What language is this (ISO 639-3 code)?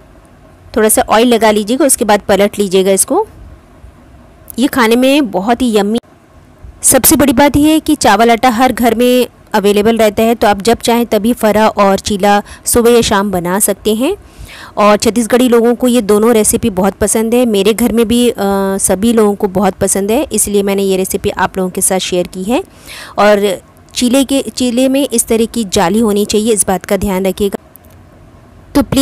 hin